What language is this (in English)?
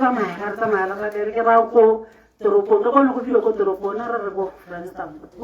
Tswana